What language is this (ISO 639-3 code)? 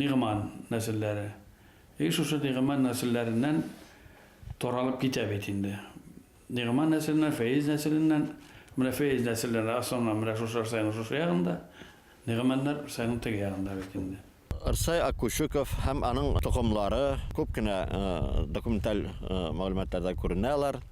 bak